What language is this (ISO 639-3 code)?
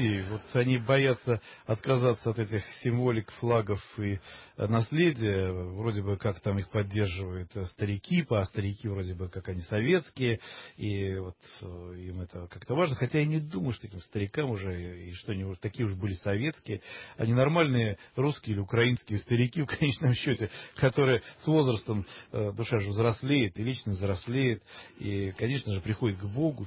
rus